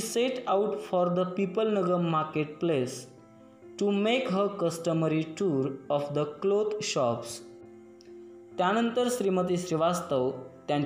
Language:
Marathi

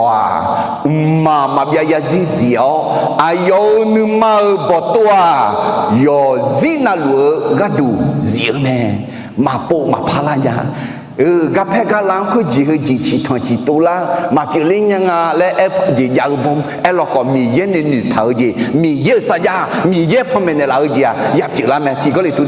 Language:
Akha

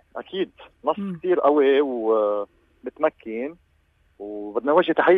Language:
North Levantine Arabic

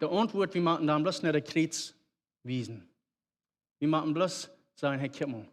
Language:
Plautdietsch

